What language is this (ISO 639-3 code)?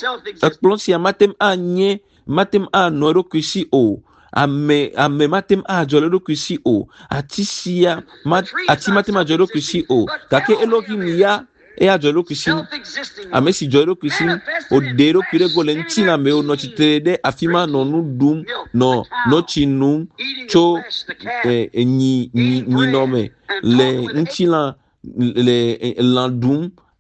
ewe